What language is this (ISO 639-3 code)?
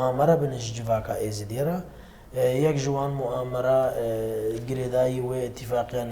kur